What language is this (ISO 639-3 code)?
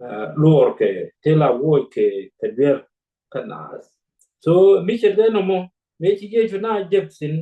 nus